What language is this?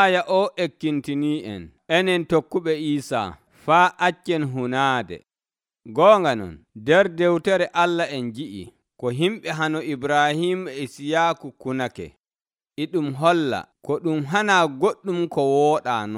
Nigerian Fulfulde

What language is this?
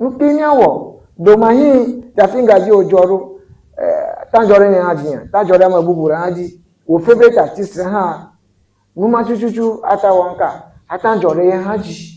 Ewe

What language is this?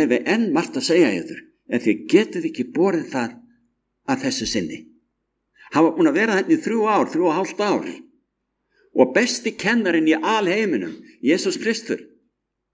Icelandic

